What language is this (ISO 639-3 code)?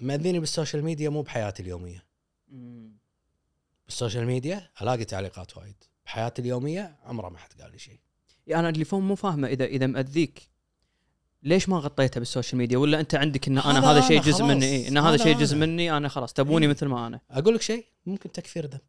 afb